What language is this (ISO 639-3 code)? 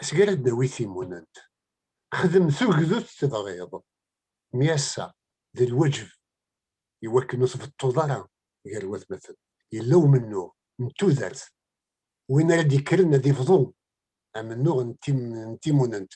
kab